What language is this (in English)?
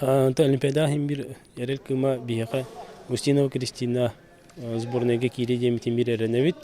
Yakut